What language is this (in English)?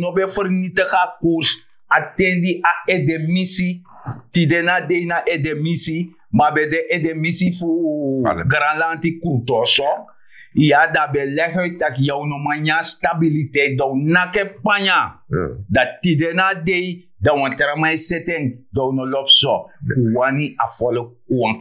Sranan Tongo